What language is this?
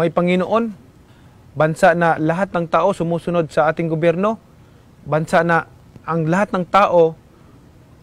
Filipino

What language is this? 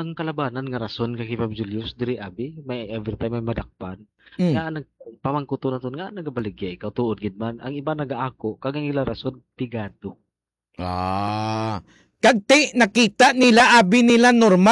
Hiligaynon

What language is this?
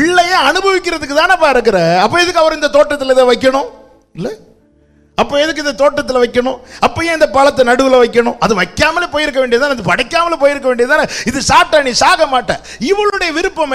Tamil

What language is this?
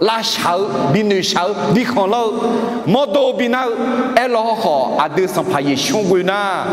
Akha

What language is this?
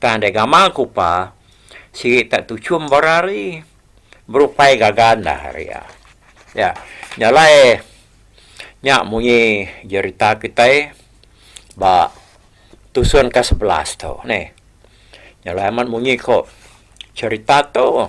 Iban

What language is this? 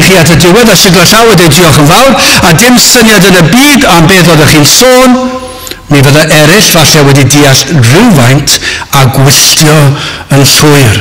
Welsh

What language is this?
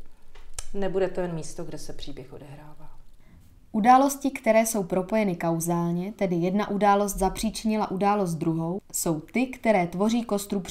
Czech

